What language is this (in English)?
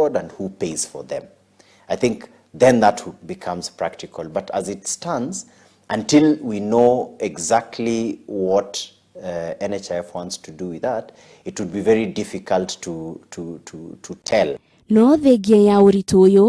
Kikuyu